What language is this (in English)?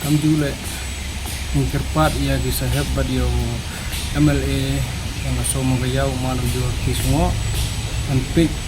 Khasi